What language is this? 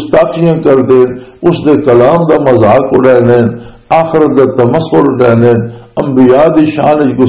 Western Panjabi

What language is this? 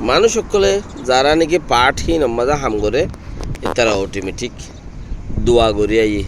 Rohingya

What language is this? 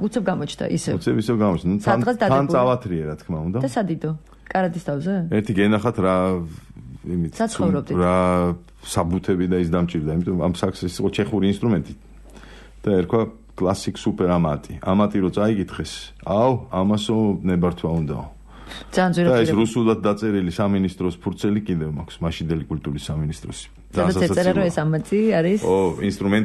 Georgian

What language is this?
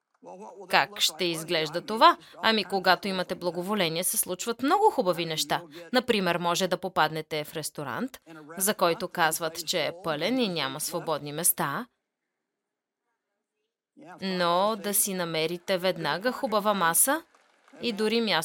Bulgarian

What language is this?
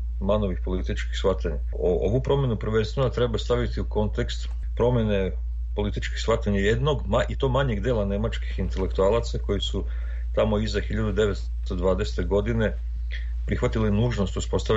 Serbian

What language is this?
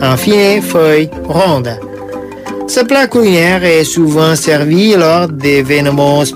French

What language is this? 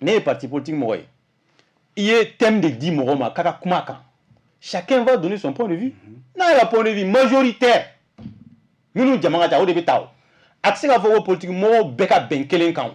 Bambara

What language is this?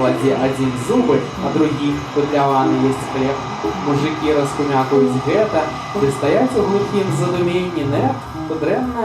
Belarusian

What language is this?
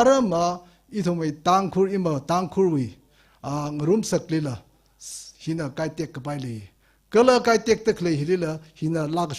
Tangkhul Naga (India)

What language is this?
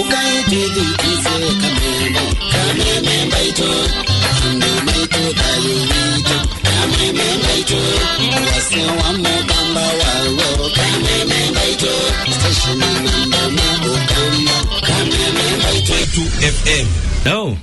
Kamba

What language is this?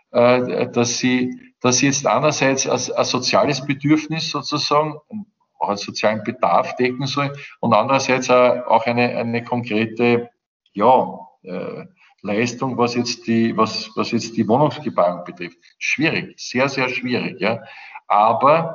German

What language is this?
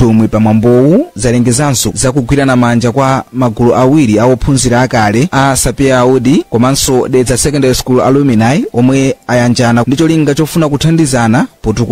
Nyanja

